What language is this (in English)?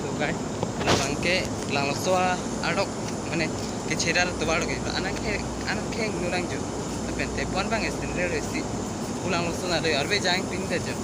Karbi